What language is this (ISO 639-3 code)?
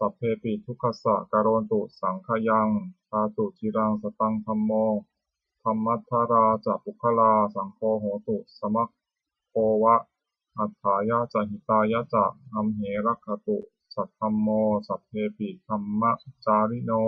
pli